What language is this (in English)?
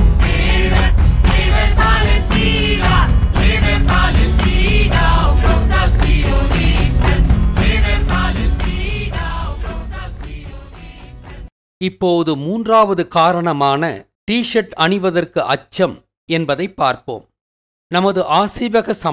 Tamil